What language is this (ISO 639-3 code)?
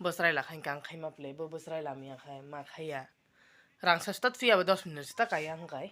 trp